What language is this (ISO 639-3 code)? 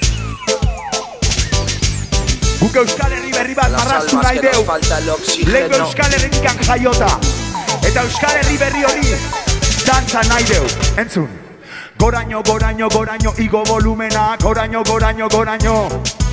eus